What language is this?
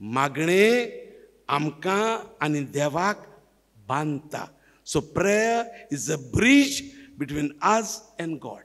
Konkani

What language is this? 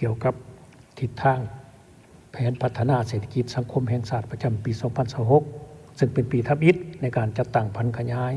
Lao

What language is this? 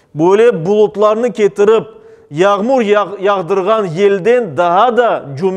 Crimean Tatar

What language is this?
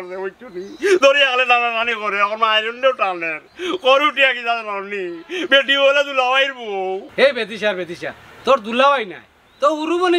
Sylheti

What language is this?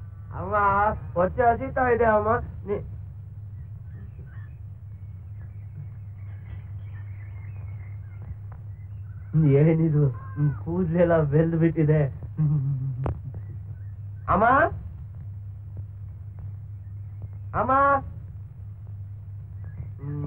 Kannada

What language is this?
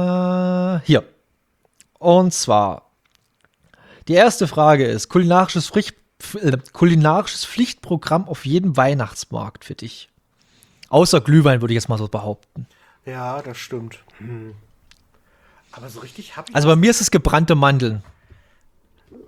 German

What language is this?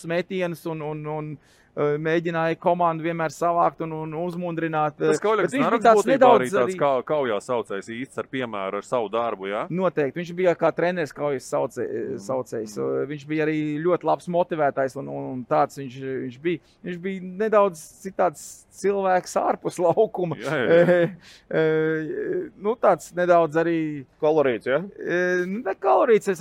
Latvian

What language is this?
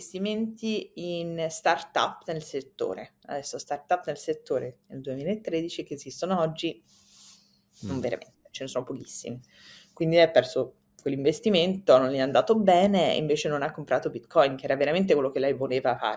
Italian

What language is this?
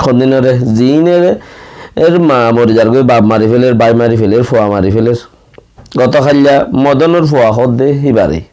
Rohingya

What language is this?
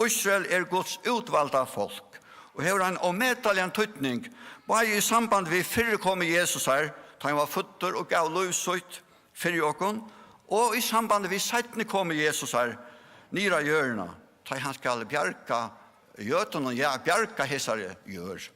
Faroese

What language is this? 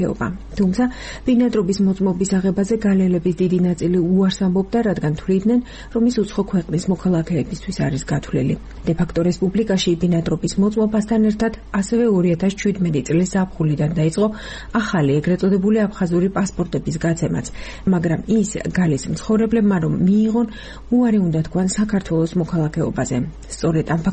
Georgian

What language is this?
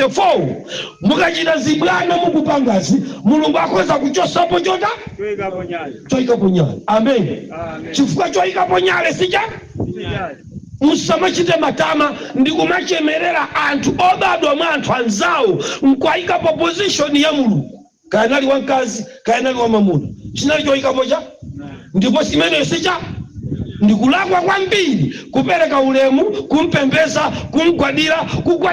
Nyanja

